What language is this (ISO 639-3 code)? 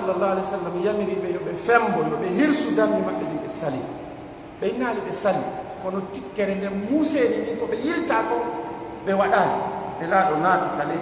fuf